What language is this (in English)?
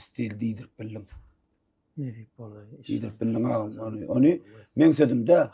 Turkmen